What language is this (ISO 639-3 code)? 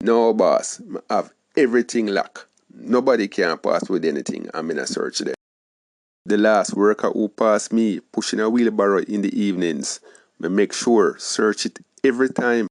jam